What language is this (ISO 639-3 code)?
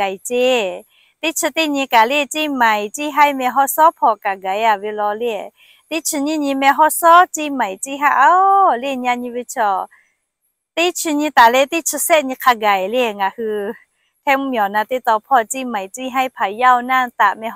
lhu